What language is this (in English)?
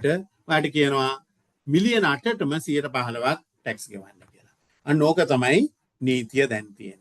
Sinhala